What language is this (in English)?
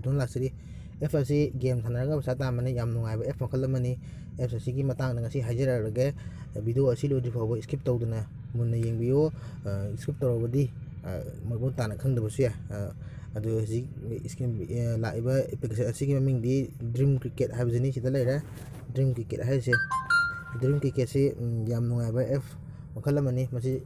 Manipuri